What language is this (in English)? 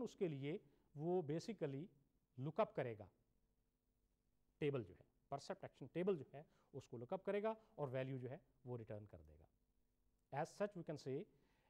Urdu